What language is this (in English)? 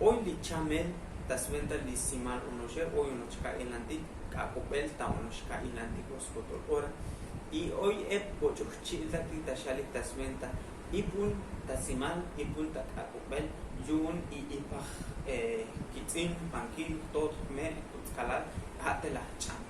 Tzotzil